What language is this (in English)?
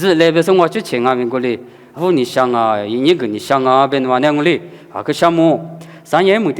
Lisu